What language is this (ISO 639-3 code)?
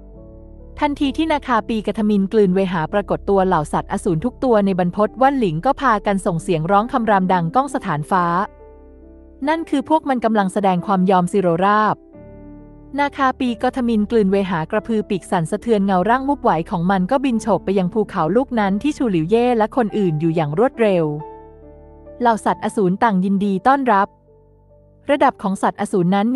tha